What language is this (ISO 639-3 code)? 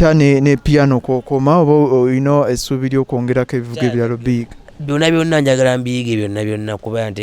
lug